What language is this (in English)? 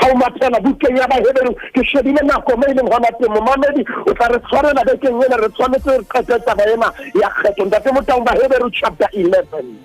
Southern Sotho